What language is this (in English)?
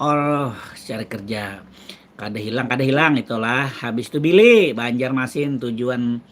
Banjar